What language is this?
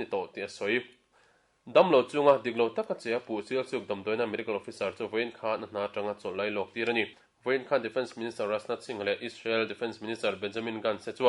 Mizo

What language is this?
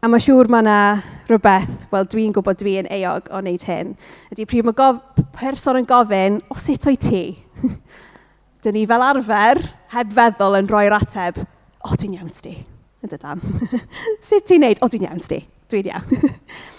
Welsh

